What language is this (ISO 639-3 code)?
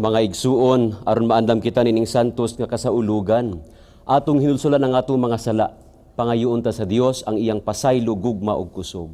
ceb